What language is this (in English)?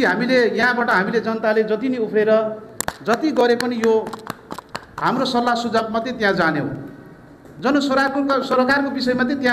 Nepali